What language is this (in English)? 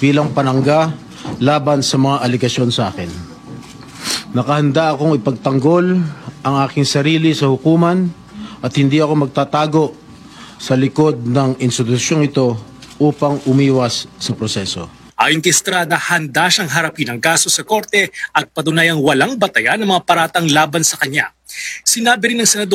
Filipino